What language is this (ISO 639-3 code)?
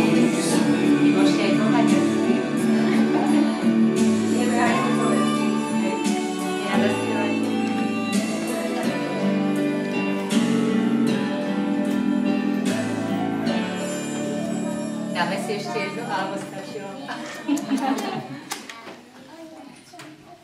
slk